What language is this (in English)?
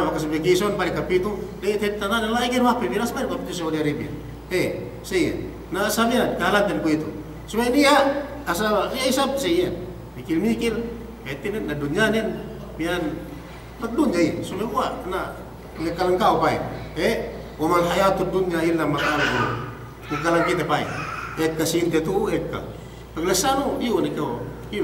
Yakan